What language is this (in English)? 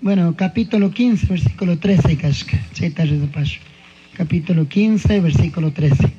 Chimborazo Highland Quichua